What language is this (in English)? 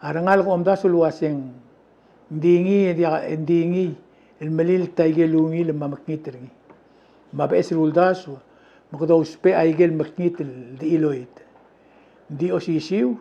Palauan